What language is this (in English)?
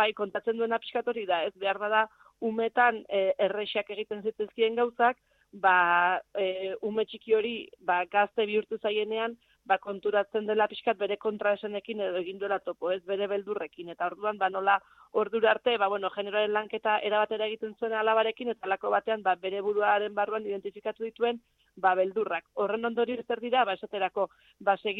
Basque